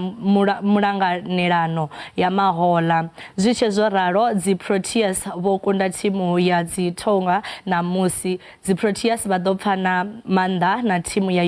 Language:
Venda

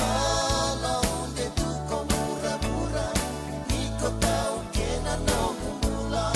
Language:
Fijian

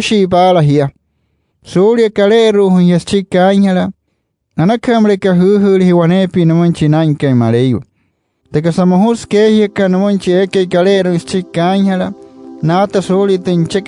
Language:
Wayuu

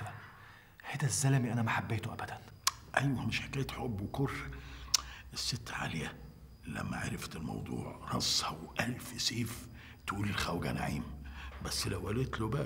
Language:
North Levantine Arabic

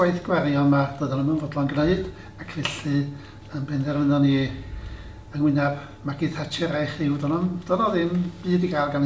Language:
Welsh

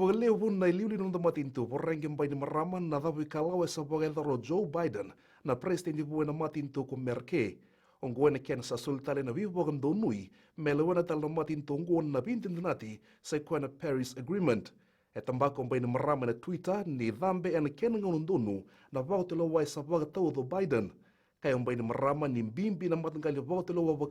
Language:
Fijian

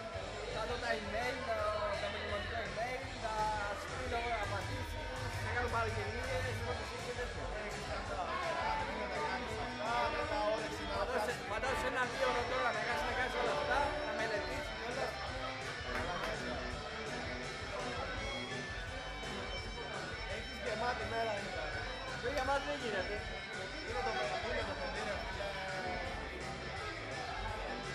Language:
Greek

